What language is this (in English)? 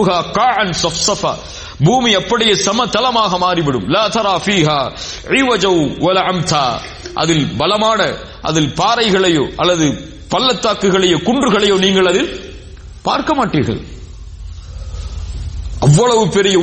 Tamil